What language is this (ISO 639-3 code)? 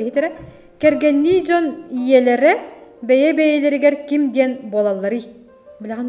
sah